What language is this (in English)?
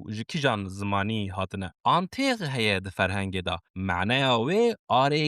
Kurdish